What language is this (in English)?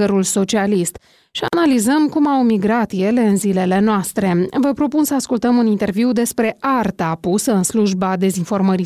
Romanian